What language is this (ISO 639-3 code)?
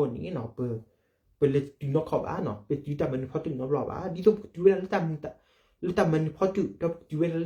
ksw